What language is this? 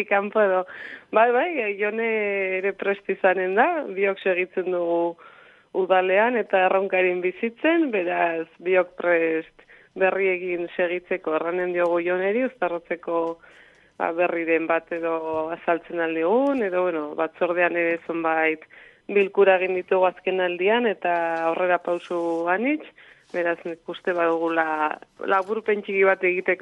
Basque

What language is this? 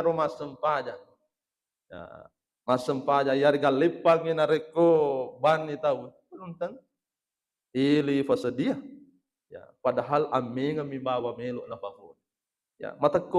Buginese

